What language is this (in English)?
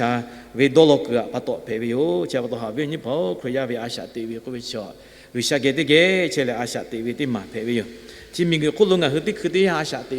Lahu